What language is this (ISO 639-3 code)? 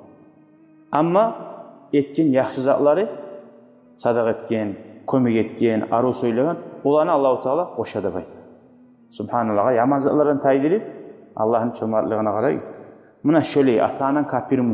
kum